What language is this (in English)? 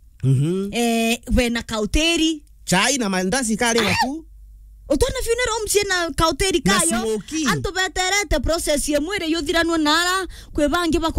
Meru